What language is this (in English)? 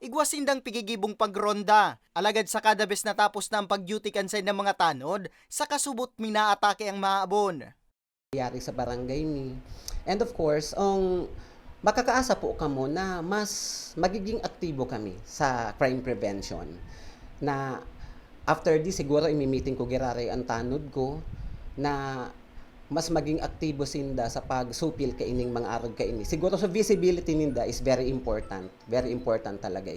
Bikol